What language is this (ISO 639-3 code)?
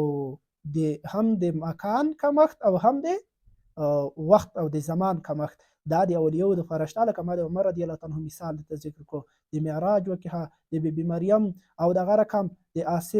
pus